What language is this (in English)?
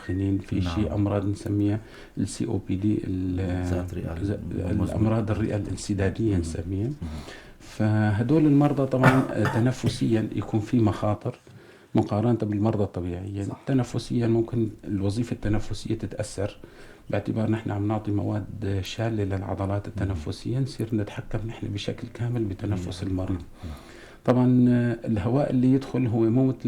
North Levantine Arabic